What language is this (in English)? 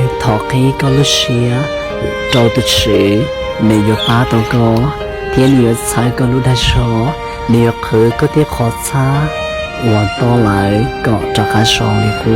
Hmong